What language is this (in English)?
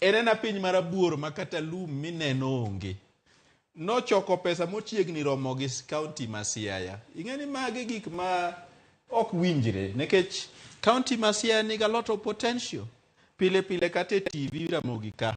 Luo (Kenya and Tanzania)